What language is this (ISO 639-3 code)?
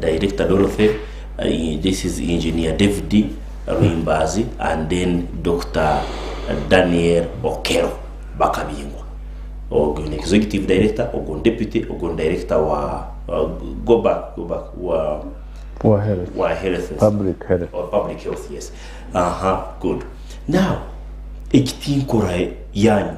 nyn